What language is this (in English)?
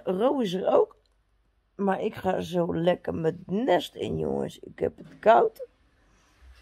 Dutch